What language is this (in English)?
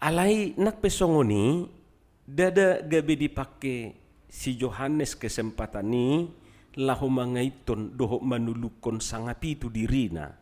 Batak Toba